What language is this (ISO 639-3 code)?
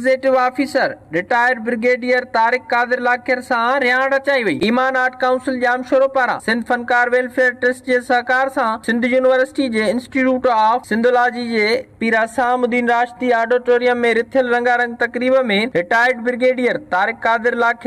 snd